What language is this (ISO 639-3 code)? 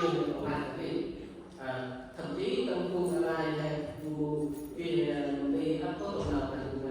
cmo